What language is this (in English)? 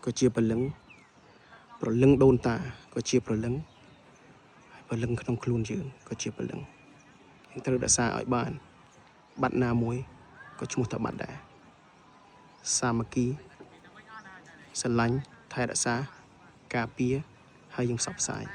Khmer